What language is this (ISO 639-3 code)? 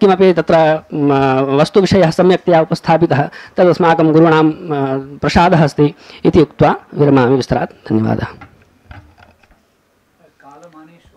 san